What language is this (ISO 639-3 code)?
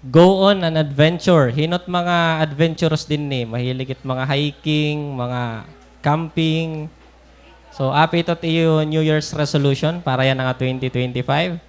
war